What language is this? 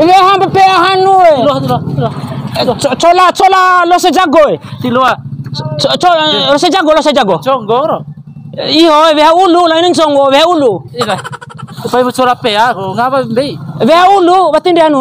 Bima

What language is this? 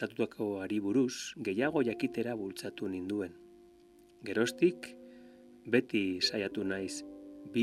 Basque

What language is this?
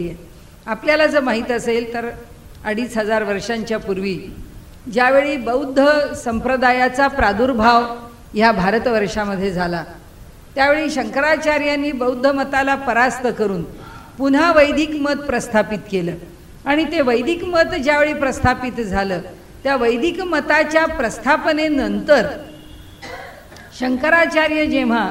Marathi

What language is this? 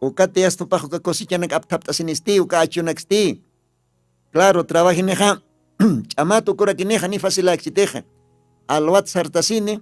Aymara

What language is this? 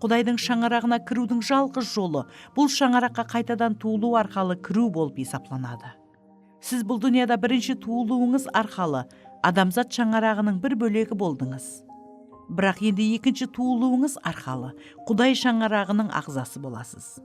Kara-Kalpak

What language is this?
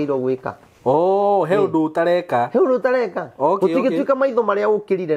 Kikuyu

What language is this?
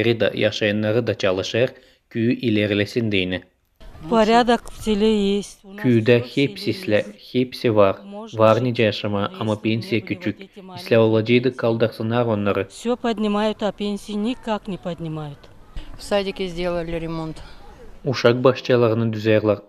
Gagauz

